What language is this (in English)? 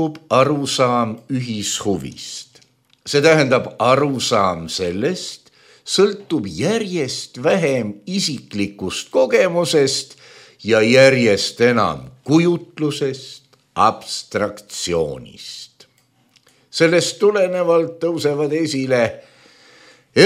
Estonian